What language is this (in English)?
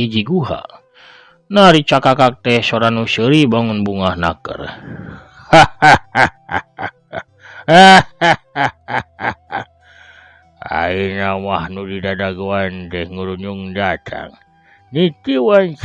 Sundanese